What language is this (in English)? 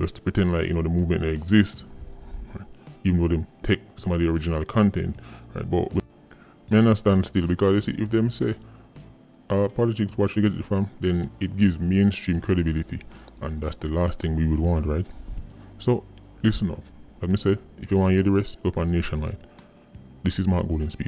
Jamaican Creole English